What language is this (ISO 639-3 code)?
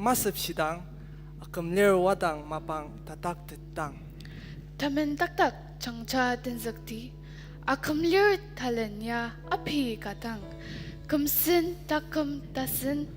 njo